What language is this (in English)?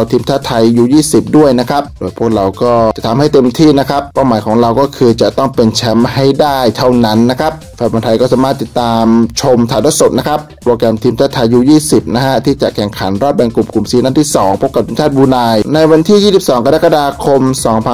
Thai